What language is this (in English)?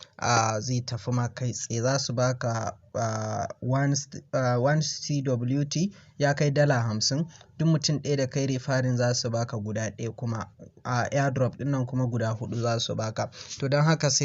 Hausa